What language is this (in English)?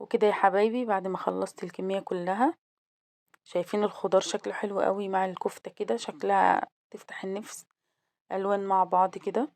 Egyptian Arabic